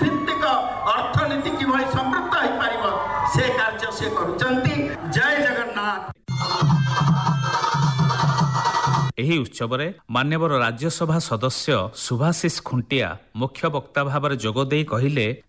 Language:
Odia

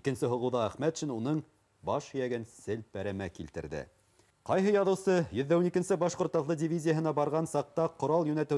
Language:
Bashkir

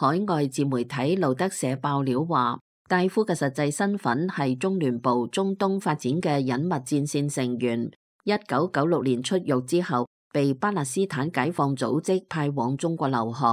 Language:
Cantonese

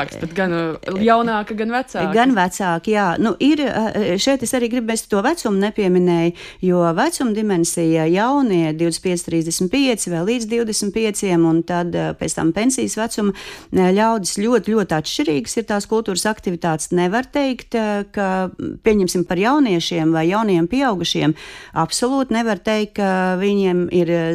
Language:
Latvian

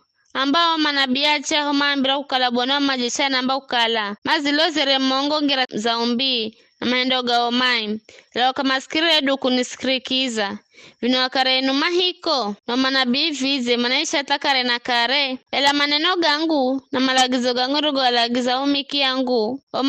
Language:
Giryama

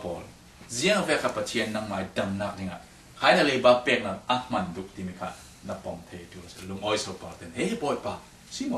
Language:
Falam Chin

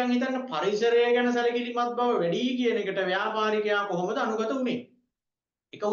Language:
Sinhala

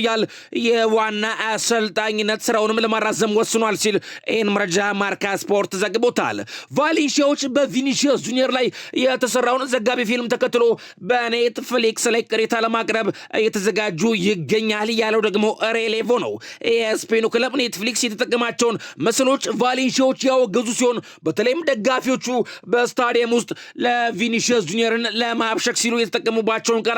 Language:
Amharic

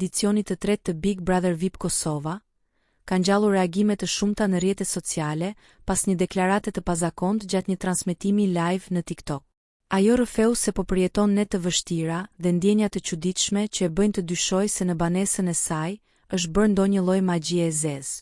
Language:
Albanian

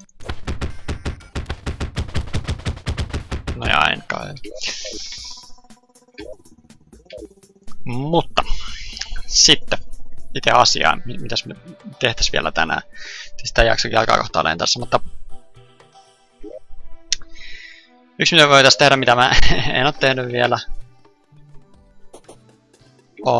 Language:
Finnish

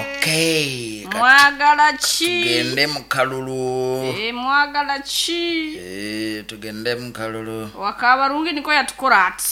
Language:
Nyoro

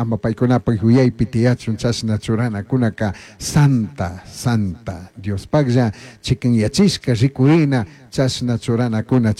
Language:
Chimborazo Highland Quichua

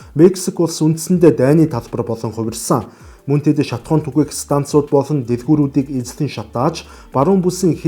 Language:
Mongolian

